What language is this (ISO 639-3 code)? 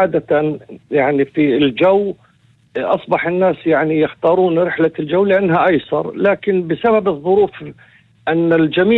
apc